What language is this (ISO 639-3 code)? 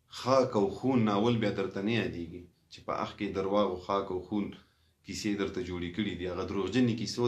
pus